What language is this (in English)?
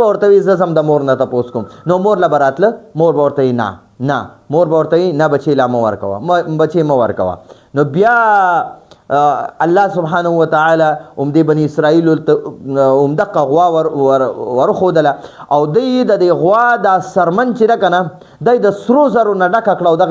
Pashto